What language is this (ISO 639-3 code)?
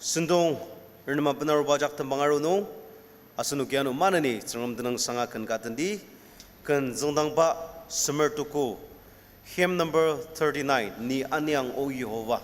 njo